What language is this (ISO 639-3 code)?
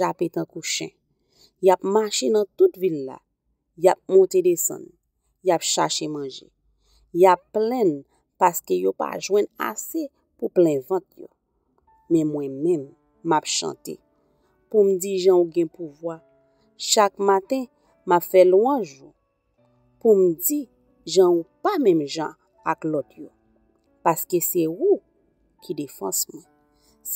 hat